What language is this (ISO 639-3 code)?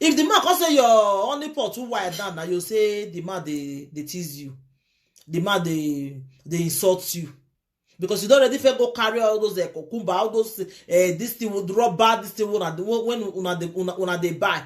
pcm